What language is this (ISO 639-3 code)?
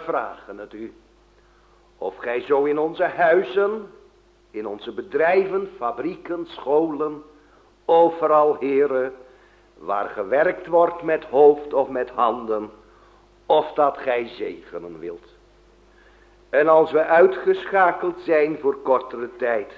nld